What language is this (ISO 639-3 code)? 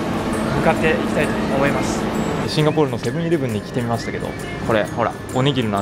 jpn